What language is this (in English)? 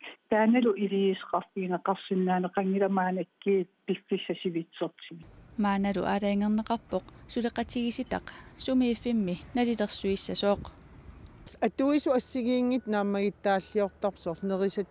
Kalaallisut